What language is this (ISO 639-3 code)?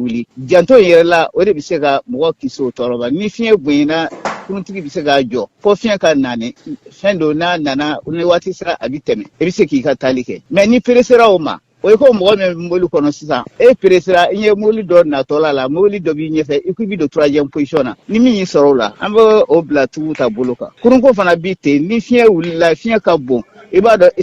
bam